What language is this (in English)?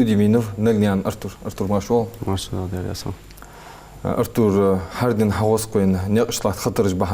Ingush